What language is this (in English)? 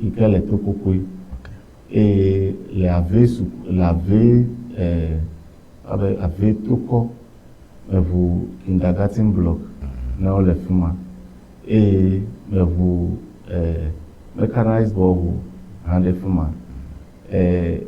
Ewe